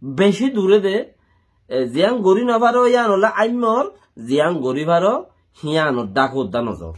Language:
Rohingya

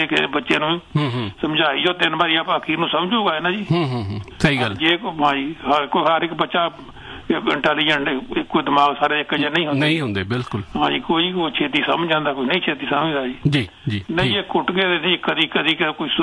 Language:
Punjabi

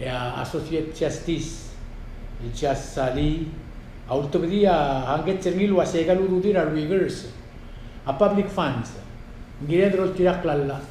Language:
Palauan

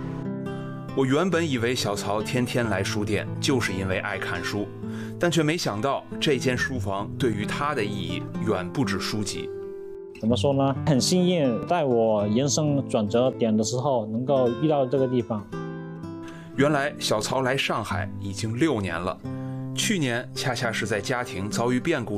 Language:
Chinese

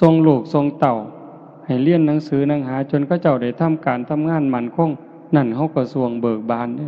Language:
Northeastern Thai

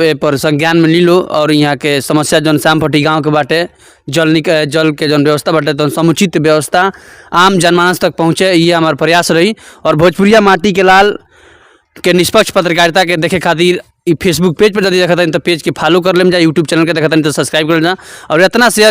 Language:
Bhojpuri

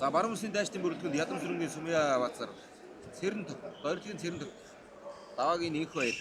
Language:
Mongolian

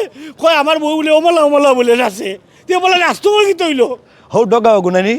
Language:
Sylheti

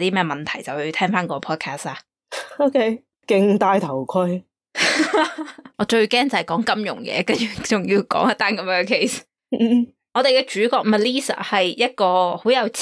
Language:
Cantonese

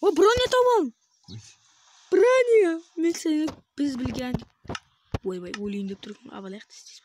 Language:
Kara-Kalpak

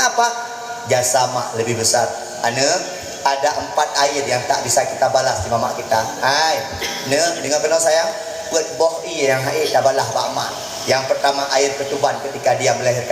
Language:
Achinese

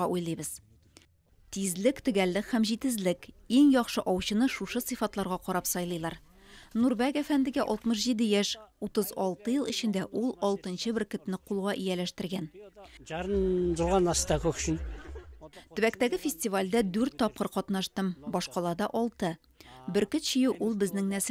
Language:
Tatar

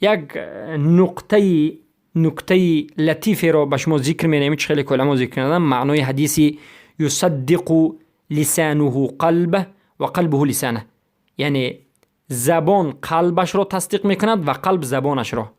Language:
Persian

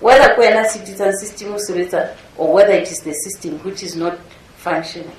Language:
Southern Sotho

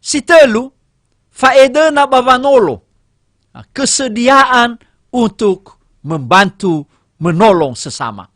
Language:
Nias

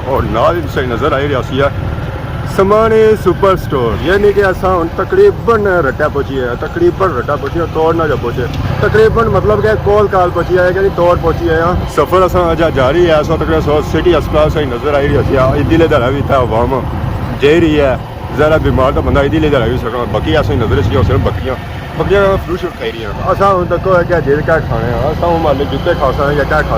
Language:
Pahari-Potwari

